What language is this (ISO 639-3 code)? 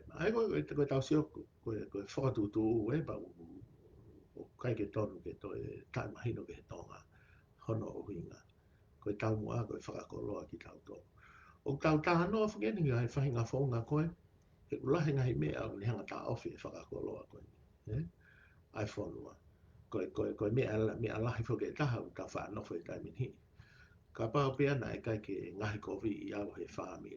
ton